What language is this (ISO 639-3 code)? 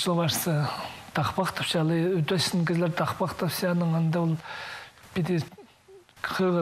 kjh